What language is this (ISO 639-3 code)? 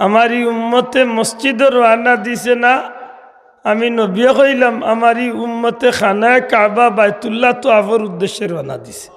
syl